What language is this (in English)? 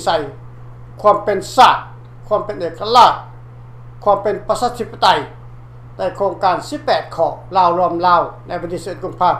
Lao